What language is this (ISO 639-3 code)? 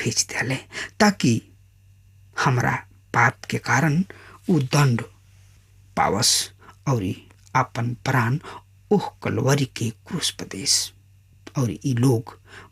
bho